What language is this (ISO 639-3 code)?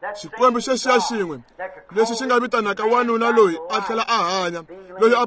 tso